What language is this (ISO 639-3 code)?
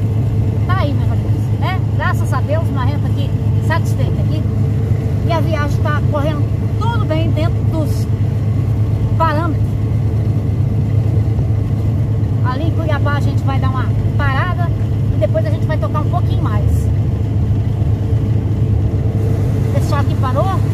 por